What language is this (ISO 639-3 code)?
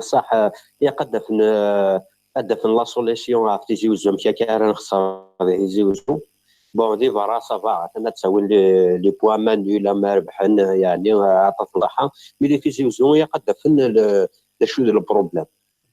kab